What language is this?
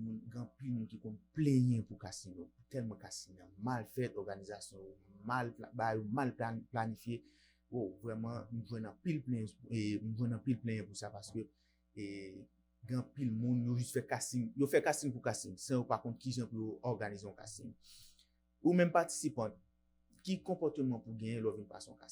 Haitian Creole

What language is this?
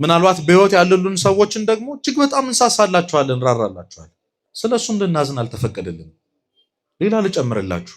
Amharic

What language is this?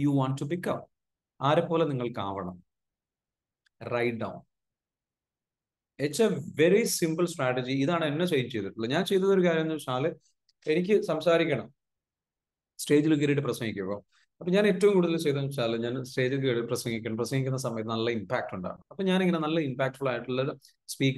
Malayalam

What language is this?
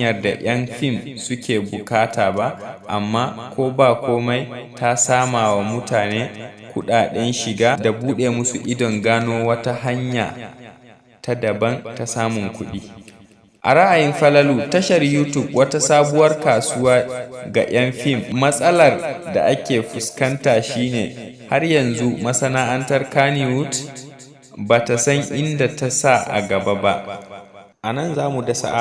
Hausa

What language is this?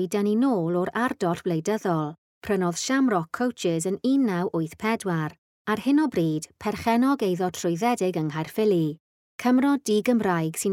Welsh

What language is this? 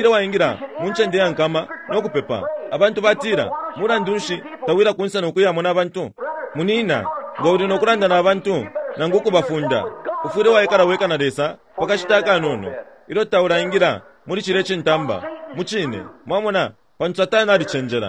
Bemba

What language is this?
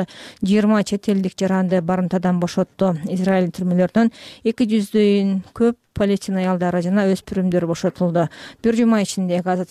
Kyrgyz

